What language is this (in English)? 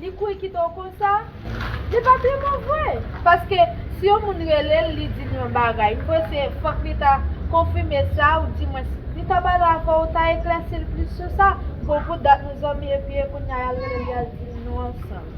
Haitian Creole